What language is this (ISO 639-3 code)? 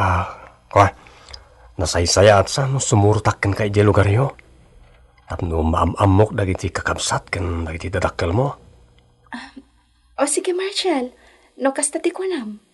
ilo